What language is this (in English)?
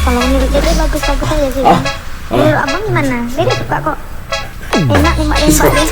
Ambonese Malay